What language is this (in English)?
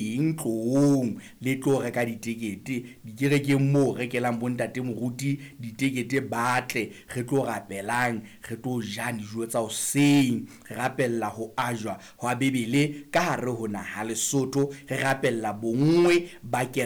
Southern Sotho